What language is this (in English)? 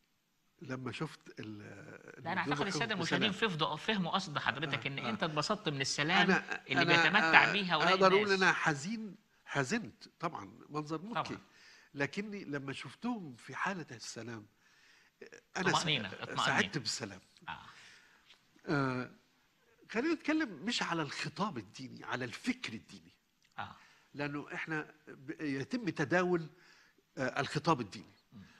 Egyptian Arabic